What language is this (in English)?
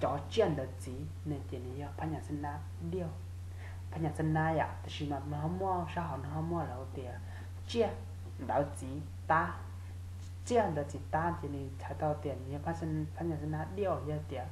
Hmong